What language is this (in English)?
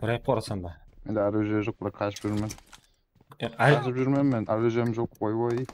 Kara-Kalpak